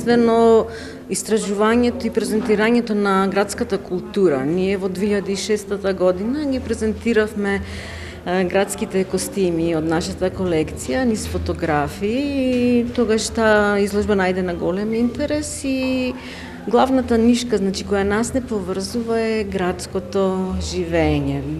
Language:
Macedonian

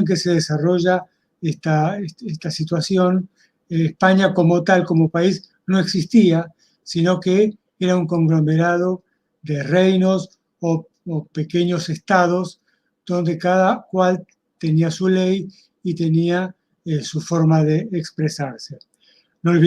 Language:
Ladino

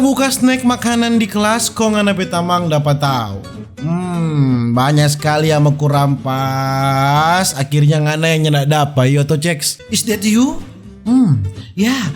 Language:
Manado Malay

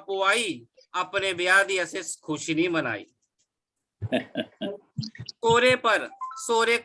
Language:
Dogri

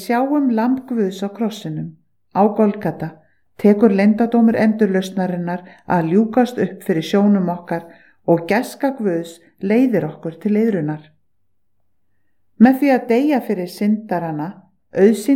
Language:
Icelandic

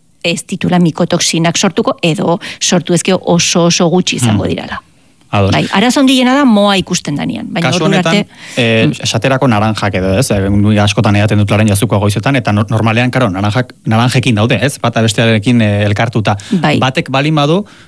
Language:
Basque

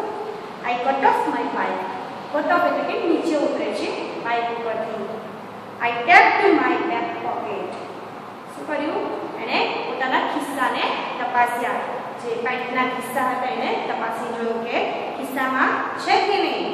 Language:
Gujarati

